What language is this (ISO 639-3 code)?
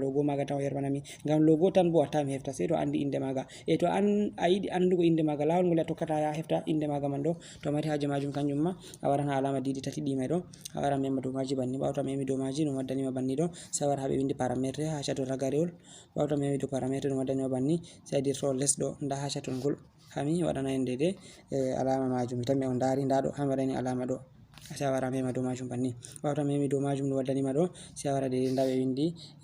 ful